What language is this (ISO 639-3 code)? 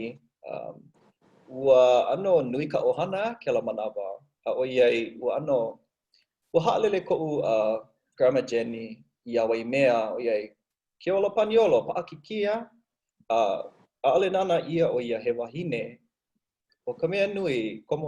haw